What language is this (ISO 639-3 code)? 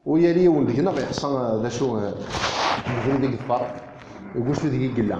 kab